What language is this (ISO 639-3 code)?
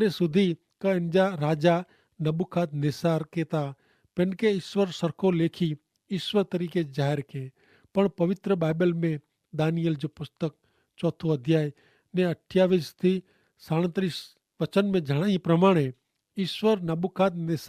kfr